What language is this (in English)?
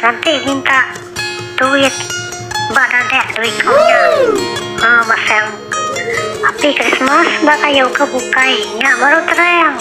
Iban